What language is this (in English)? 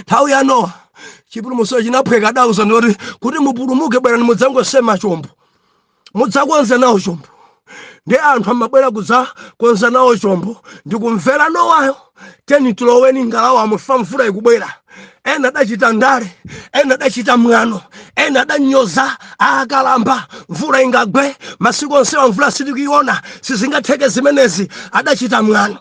Nyanja